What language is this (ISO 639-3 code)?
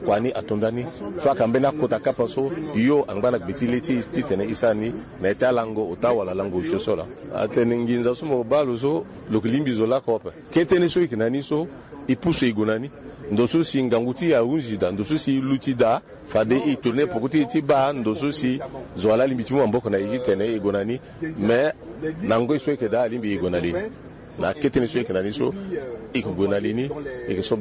sag